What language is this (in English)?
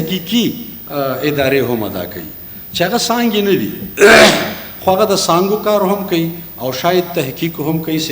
Pashto